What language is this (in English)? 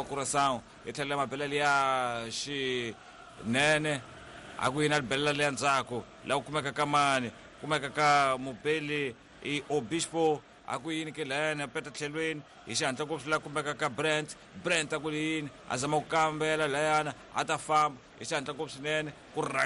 Tsonga